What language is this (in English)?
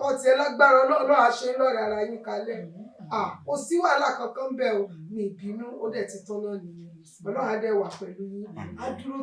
Yoruba